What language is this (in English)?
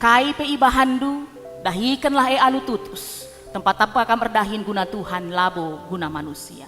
Batak Karo